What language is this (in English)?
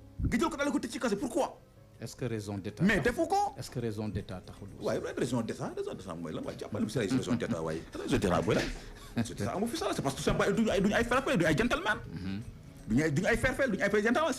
Wolof